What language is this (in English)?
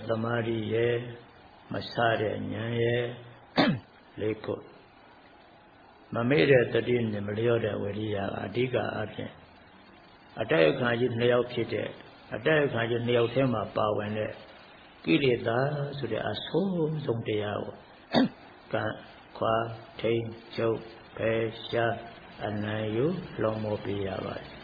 Burmese